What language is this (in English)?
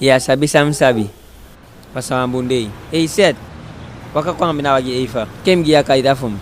Eastern Maroon Creole